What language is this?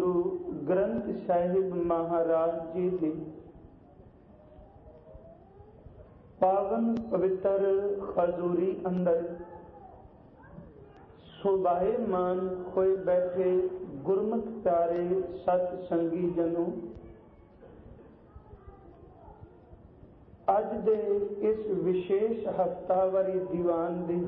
Punjabi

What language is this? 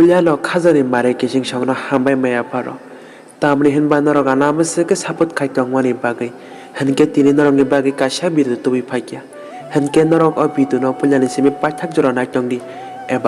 Kok Borok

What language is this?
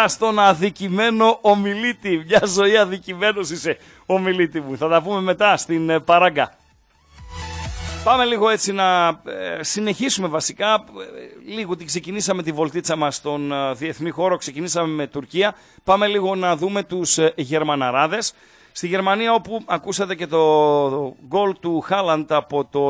Greek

